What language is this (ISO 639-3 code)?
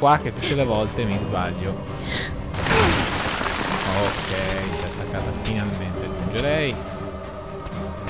ita